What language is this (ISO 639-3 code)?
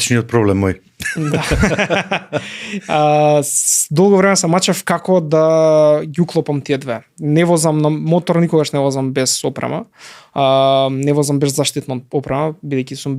mkd